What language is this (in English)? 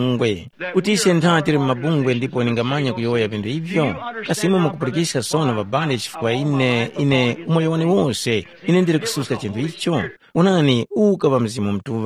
Tumbuka